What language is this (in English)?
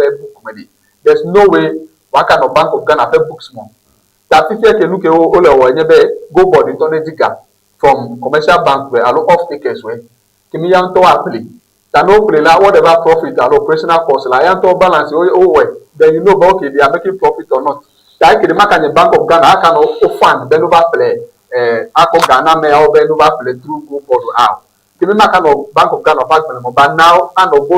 Ewe